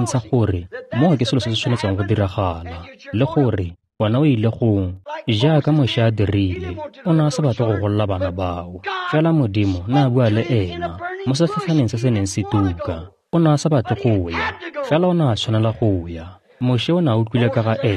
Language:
Tswana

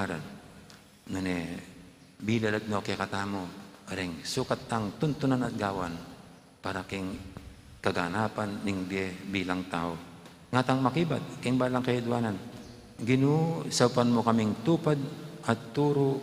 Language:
Pampanga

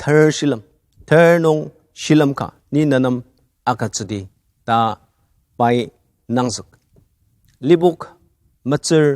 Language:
Ao Naga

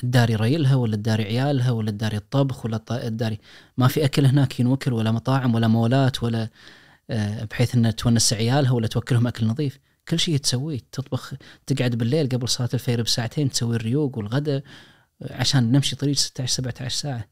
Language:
Najdi Arabic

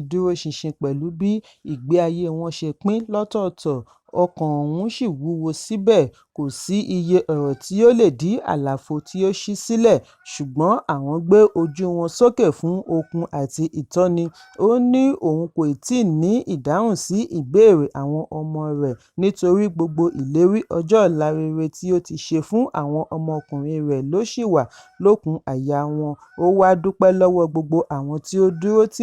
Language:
Yoruba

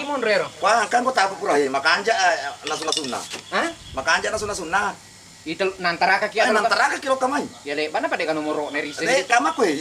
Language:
Buginese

